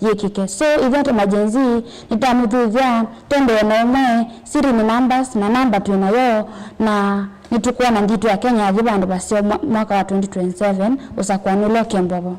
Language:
Kamba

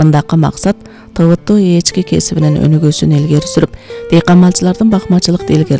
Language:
Kyrgyz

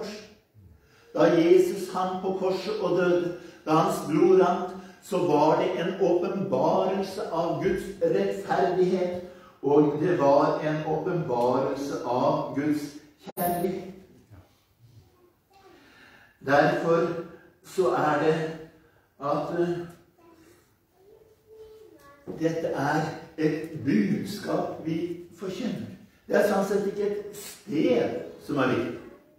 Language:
Norwegian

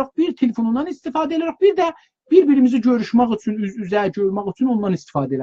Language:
South Azerbaijani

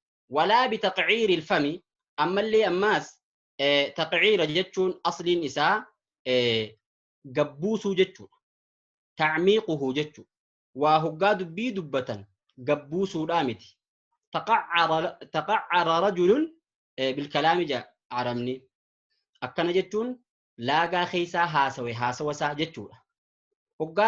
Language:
Oromo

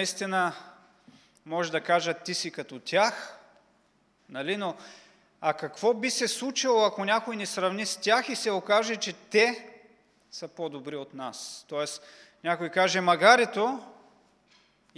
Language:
Bulgarian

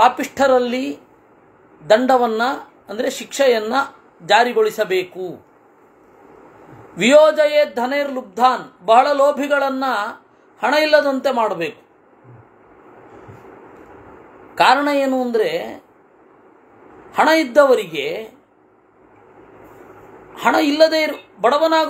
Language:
Kannada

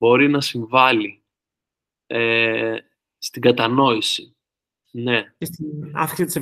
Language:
Greek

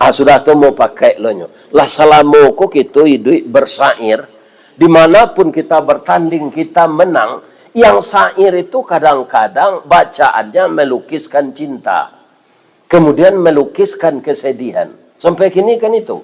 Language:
Minangkabau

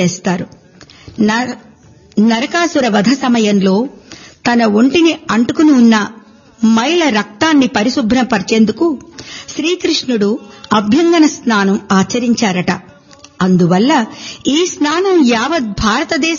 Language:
Telugu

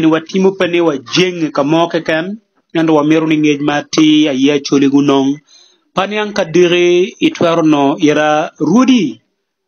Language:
Acoli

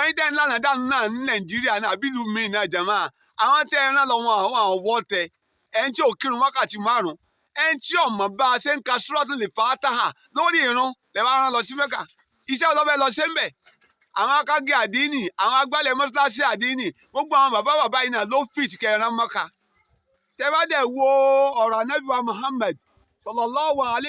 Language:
Yoruba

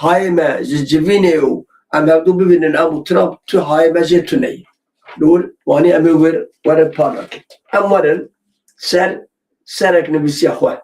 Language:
Kurdish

